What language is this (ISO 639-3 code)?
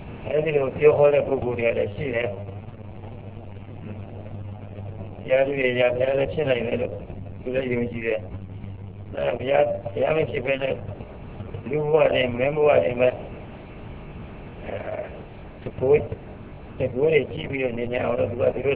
mya